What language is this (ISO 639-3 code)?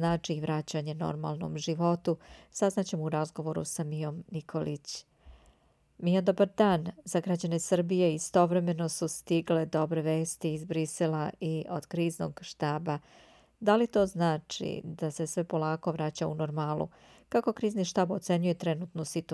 srp